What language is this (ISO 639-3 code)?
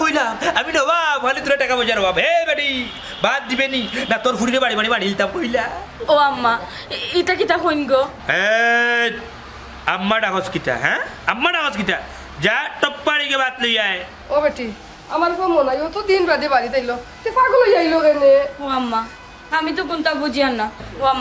syl